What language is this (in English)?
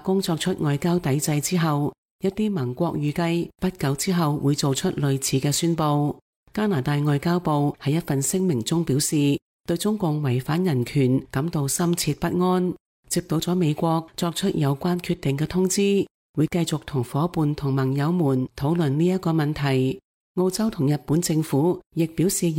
Cantonese